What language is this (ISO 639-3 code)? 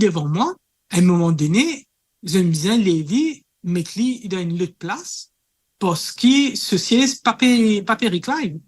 mfe